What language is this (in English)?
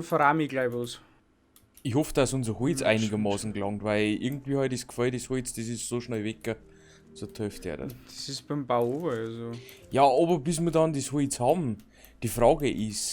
Bavarian